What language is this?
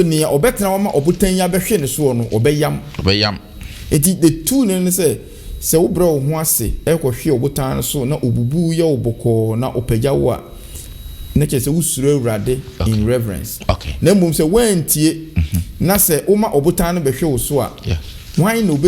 Akan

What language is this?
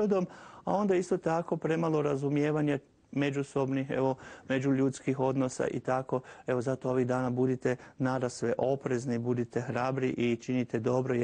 Croatian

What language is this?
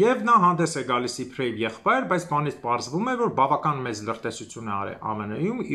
Armenian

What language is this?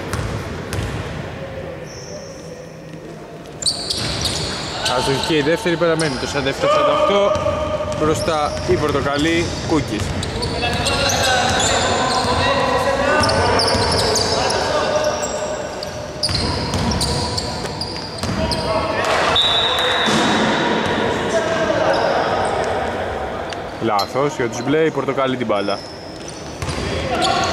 Greek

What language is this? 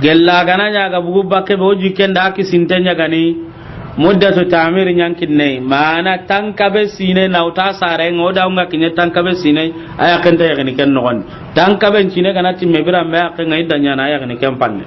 Soninke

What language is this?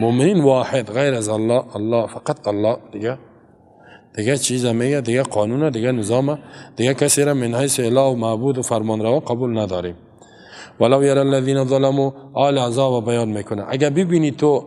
Persian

